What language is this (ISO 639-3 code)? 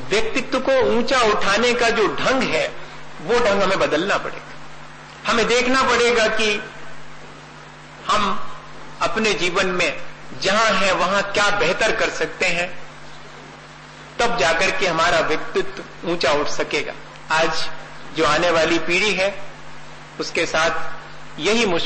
hin